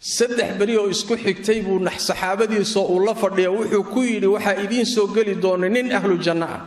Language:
Somali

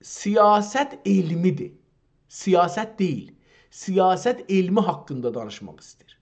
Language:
South Azerbaijani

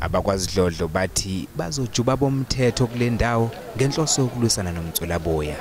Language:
Zulu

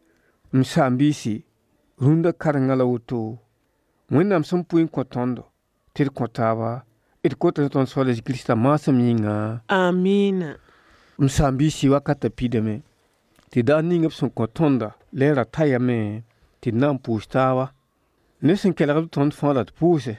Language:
Mossi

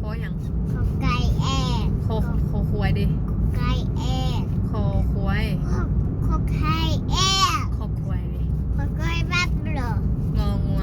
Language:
Lao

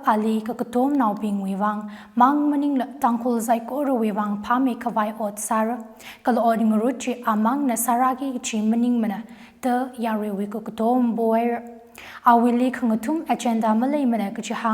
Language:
Tangkhul Naga (India)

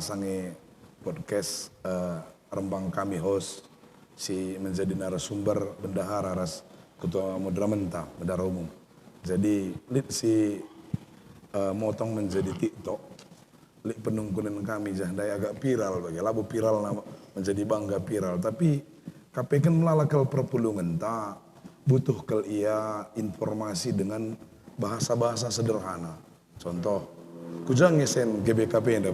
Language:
Batak Karo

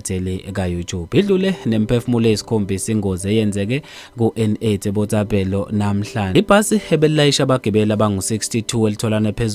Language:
Zulu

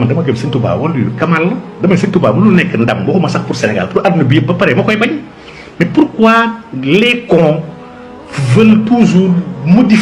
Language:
Wolof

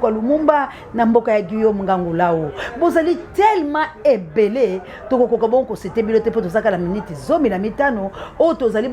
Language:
Lingala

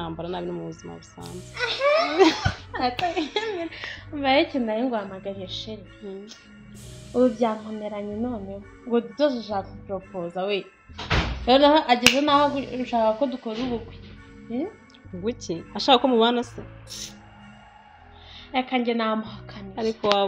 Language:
Kinyarwanda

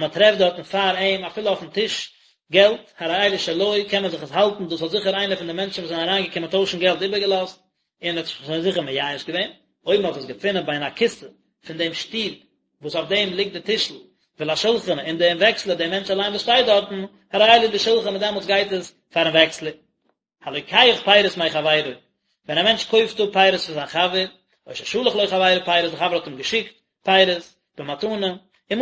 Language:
Yiddish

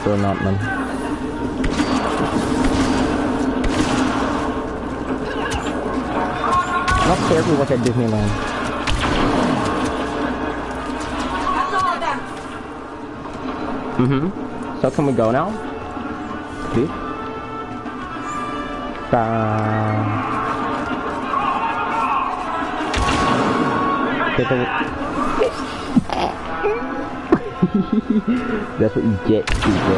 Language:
English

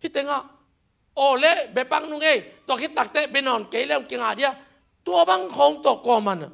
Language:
Tedim Chin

